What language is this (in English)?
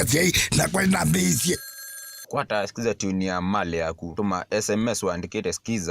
Kamba